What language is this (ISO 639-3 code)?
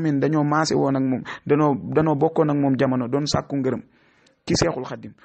wol